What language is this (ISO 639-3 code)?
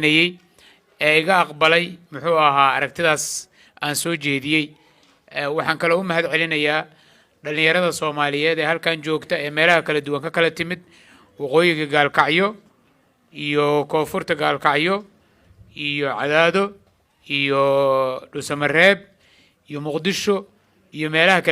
som